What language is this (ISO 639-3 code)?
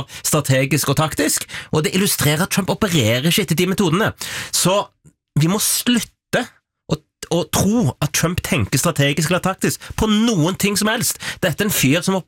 nor